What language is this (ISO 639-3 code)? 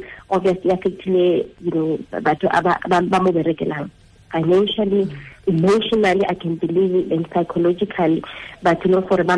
tsn